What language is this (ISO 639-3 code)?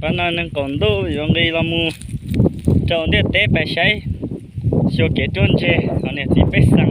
hmn